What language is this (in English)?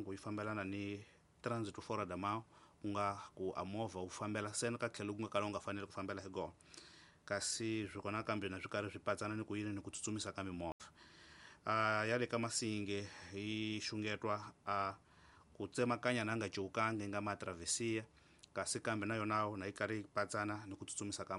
Tsonga